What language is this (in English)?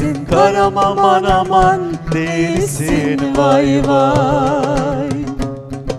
Turkish